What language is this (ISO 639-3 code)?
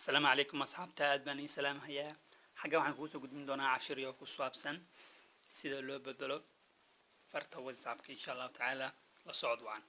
som